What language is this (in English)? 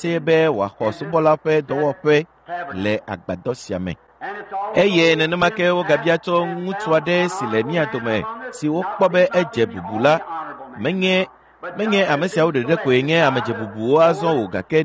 Ewe